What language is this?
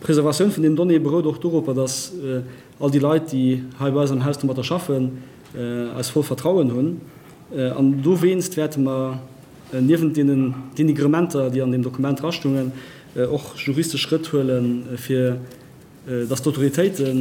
Luxembourgish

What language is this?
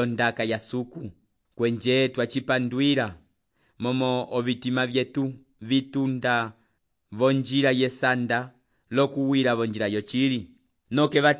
Umbundu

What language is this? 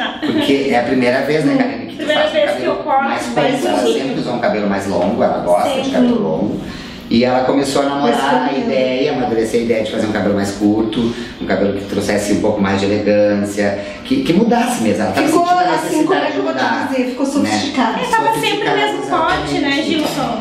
Portuguese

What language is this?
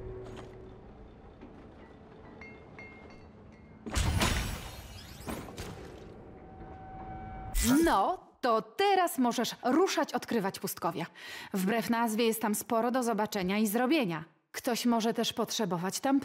Polish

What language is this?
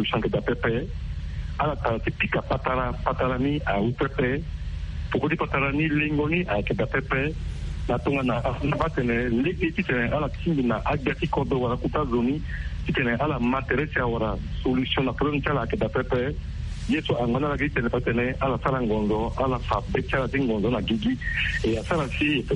Sango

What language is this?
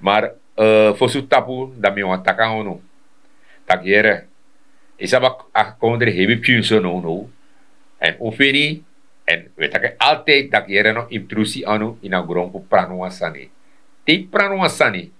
Sranan Tongo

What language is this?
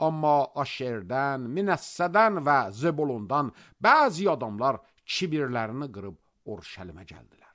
Azerbaijani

